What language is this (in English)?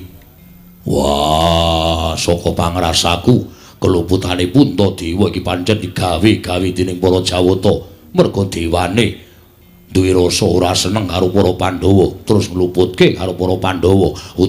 Javanese